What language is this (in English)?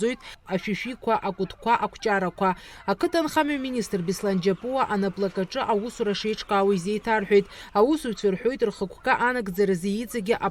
Abkhazian